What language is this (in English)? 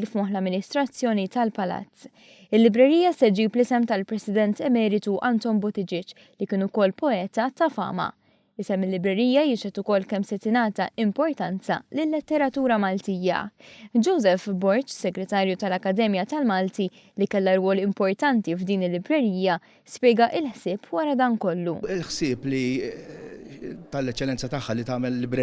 Maltese